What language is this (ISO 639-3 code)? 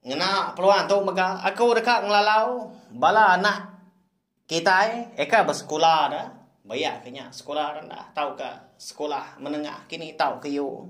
iba